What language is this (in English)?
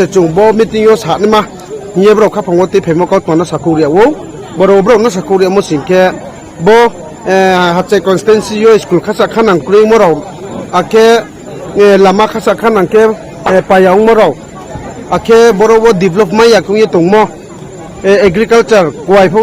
Riang (India)